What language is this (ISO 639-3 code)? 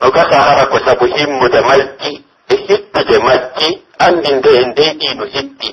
fuf